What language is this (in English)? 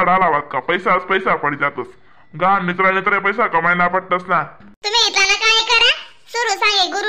Khandesi